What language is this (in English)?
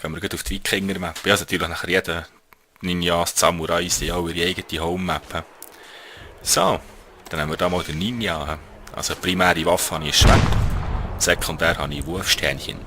Swiss German